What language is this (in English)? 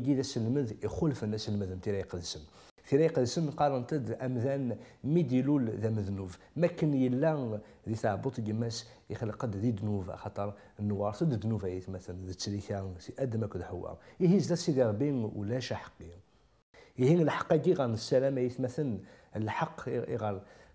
Kabyle